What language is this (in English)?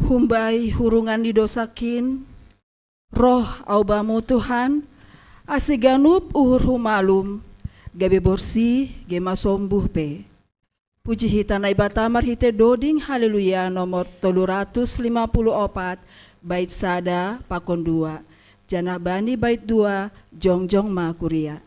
Batak Simalungun